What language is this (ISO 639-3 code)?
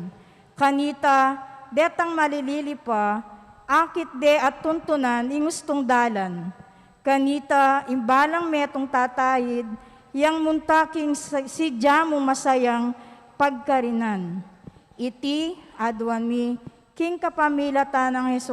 pam